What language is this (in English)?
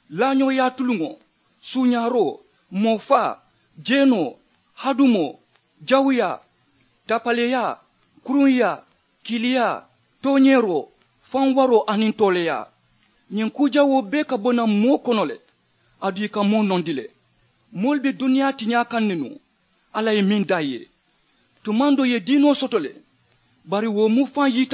Mandingo